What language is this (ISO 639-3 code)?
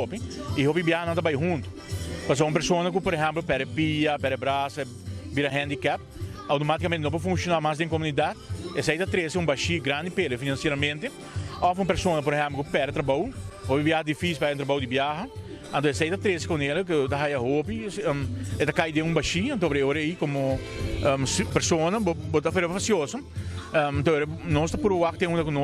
pap